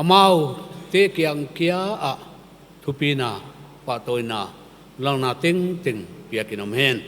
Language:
Paite Chin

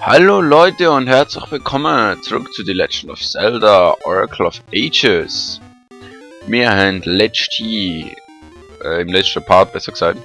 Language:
Swiss German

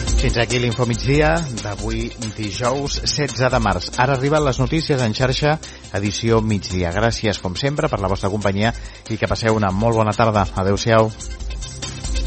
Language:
Catalan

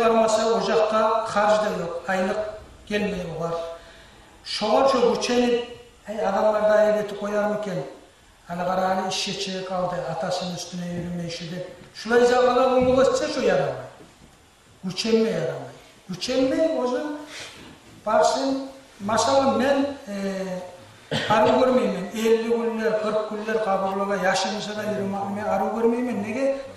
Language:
Kumyk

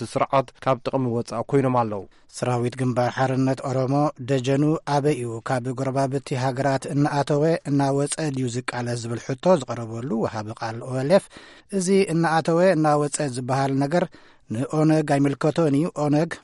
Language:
Tigrinya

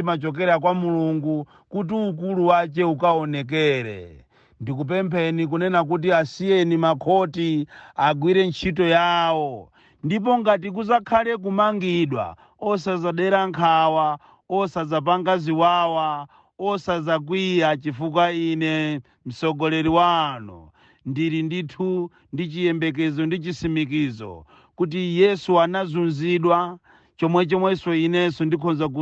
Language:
Nyanja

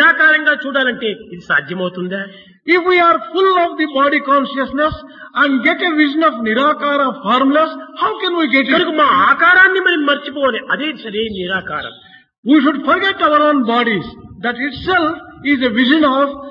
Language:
Telugu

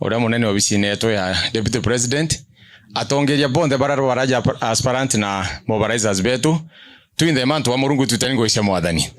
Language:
Meru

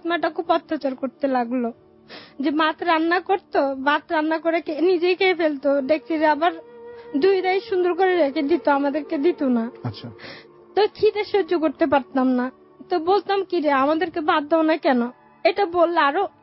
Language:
Bangla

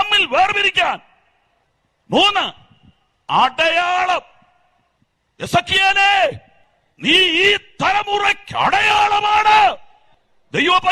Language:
Malayalam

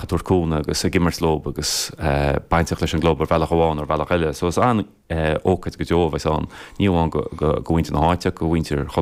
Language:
Irish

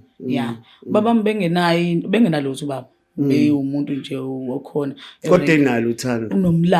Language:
Zulu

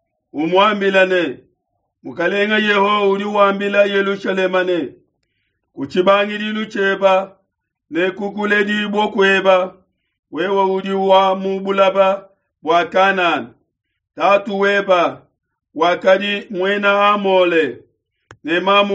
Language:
Luba-Lulua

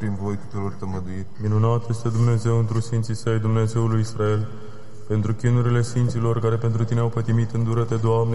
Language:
Romanian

